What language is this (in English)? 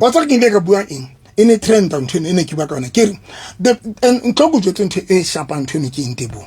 Southern Sotho